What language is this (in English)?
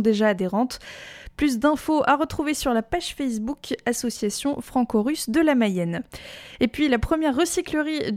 French